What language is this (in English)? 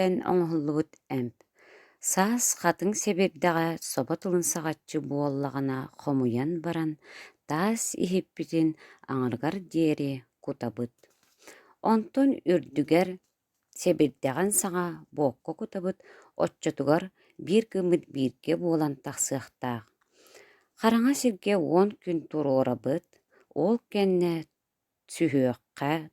Yakut